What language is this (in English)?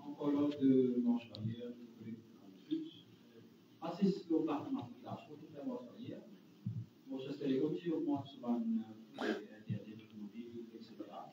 Morisyen